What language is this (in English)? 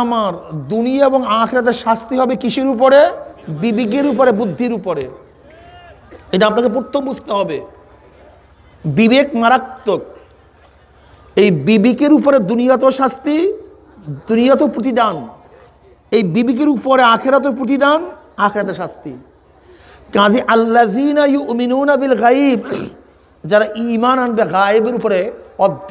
Bangla